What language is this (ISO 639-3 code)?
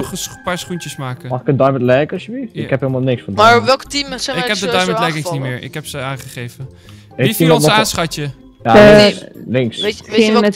nld